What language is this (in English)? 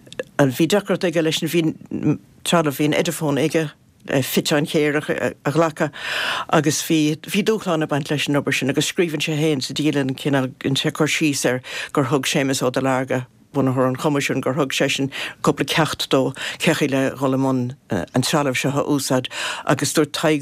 Irish